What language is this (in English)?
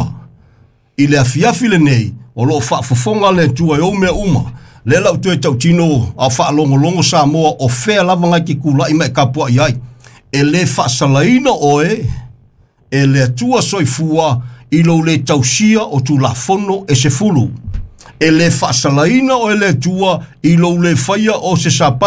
Samoan